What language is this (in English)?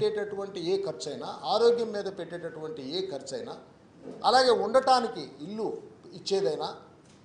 Telugu